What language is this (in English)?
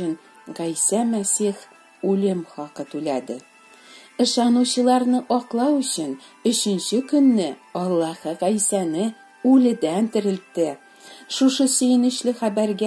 Tatar